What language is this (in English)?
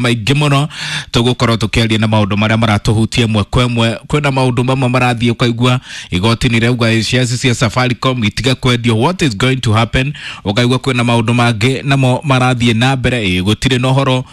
Kikuyu